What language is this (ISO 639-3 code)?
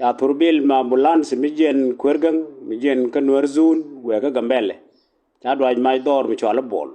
nus